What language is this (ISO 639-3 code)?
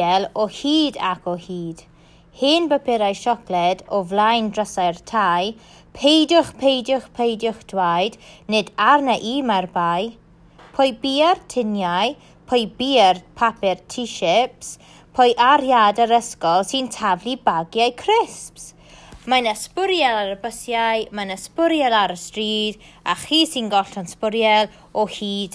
cym